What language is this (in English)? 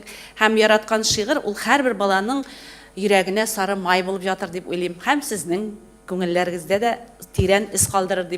Tatar